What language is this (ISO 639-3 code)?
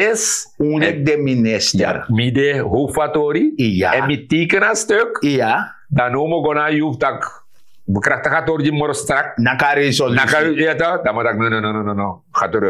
srn